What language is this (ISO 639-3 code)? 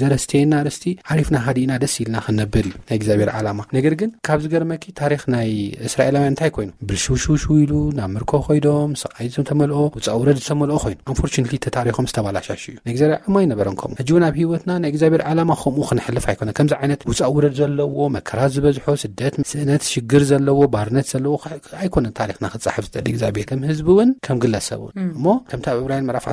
tir